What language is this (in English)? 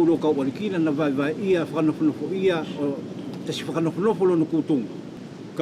East Futuna